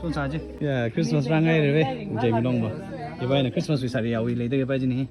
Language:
Tangkhul Naga (India)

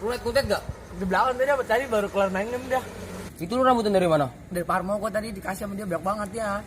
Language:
Betawi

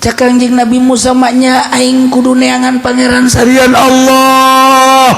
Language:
Sundanese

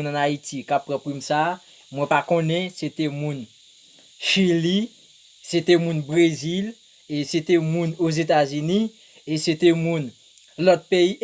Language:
Haitian Creole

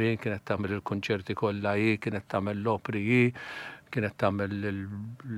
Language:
Maltese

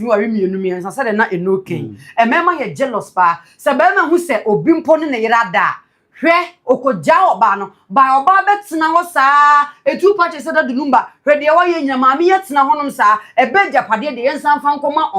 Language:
Akan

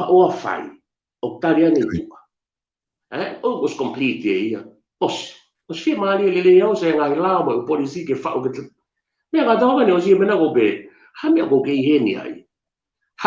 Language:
Tongan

